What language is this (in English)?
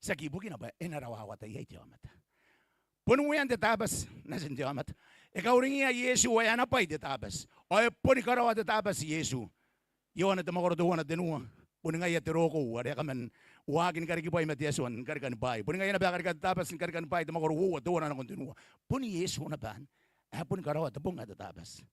Gilbertese